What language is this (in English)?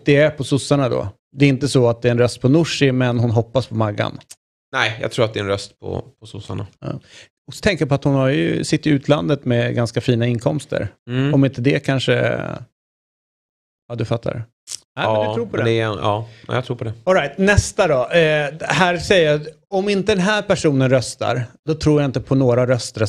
Swedish